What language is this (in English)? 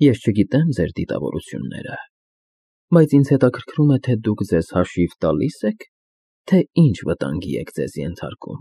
Armenian